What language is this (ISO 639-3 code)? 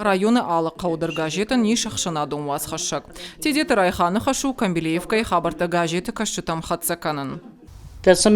oss